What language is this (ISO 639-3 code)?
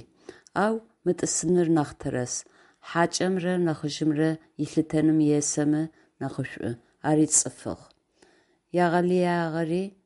ady